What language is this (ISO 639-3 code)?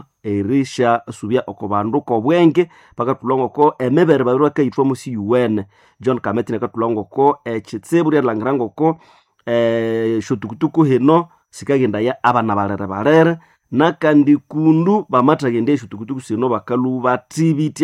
nnb